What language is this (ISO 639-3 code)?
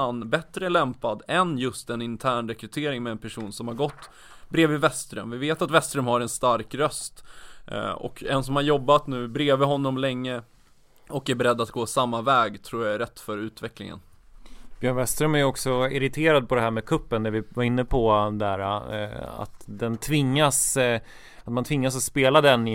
swe